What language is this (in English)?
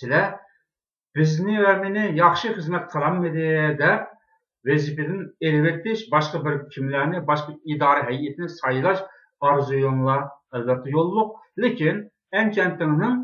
Uyghur